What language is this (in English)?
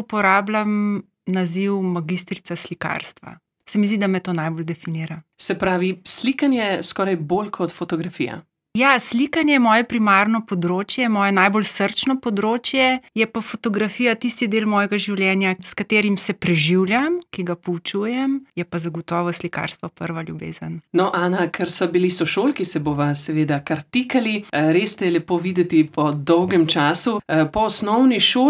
Slovenian